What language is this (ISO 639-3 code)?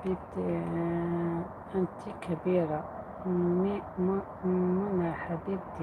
arq